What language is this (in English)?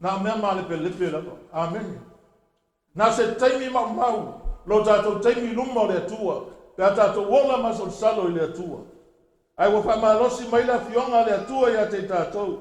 Samoan